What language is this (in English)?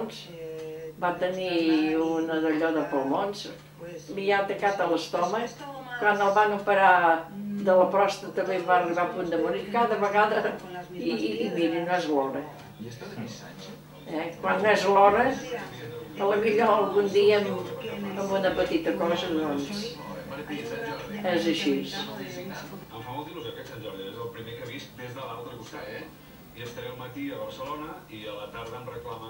Catalan